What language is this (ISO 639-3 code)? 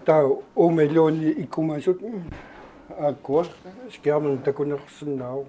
kal